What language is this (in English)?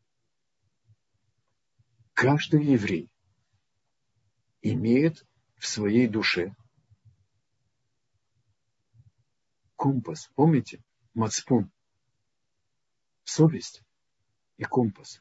Russian